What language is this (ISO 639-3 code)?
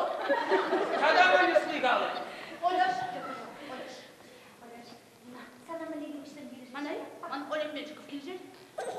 chv